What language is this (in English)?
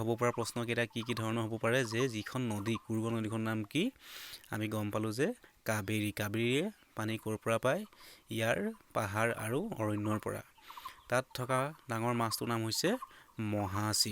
Assamese